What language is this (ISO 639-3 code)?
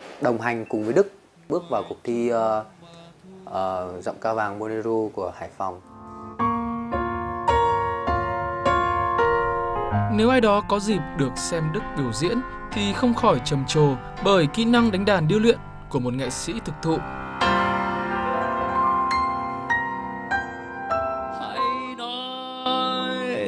vie